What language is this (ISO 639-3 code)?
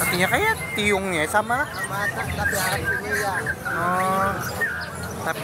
bjn